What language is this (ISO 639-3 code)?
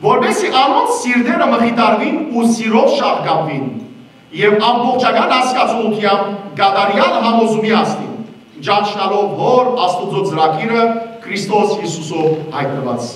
hyw